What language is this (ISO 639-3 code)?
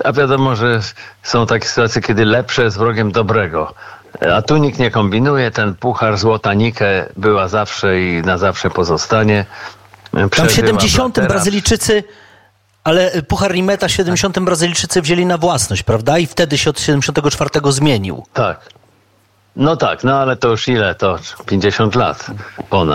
pol